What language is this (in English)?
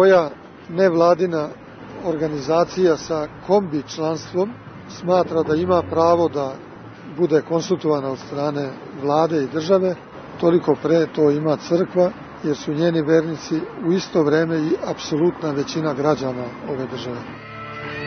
Serbian